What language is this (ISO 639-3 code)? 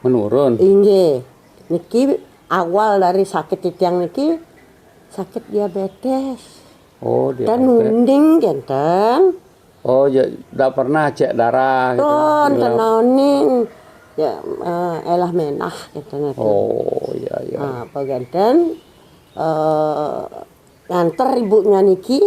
ban